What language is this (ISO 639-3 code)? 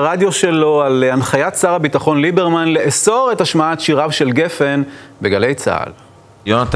heb